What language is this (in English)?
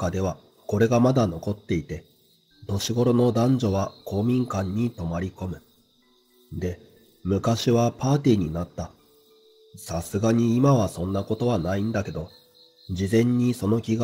Japanese